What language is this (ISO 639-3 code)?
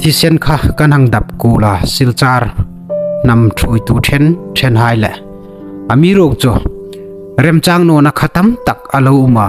hmr